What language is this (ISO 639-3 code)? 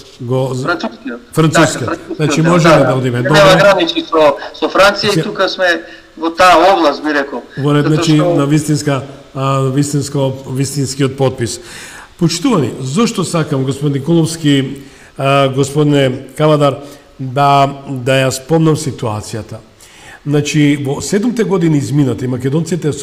mkd